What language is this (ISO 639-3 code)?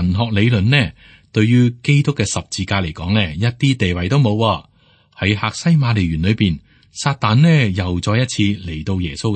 yue